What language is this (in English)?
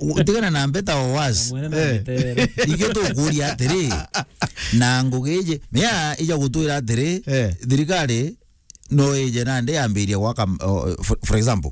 Meru